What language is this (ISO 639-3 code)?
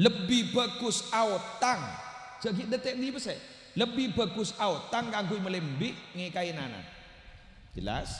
mad